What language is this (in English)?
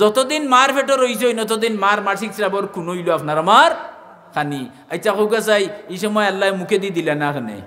Sylheti